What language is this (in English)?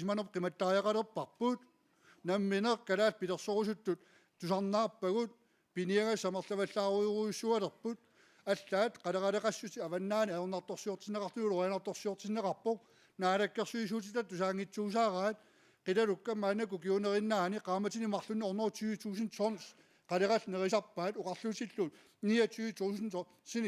Kalaallisut